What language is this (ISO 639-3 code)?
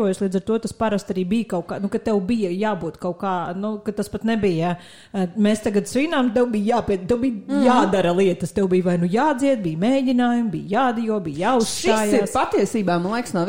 lav